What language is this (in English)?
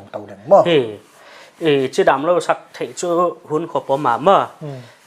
Paite Chin